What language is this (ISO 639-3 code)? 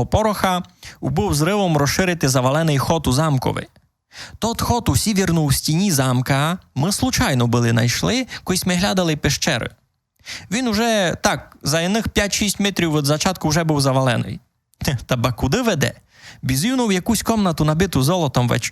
rue